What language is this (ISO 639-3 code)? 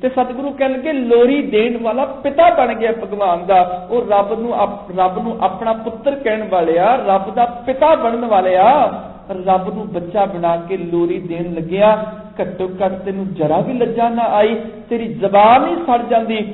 pan